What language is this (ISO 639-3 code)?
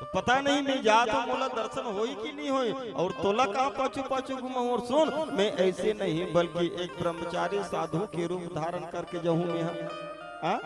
hne